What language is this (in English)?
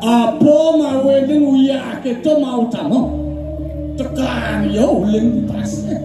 Balinese